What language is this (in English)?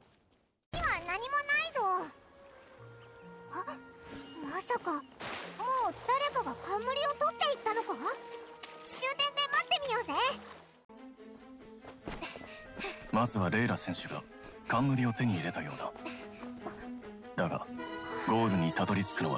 Japanese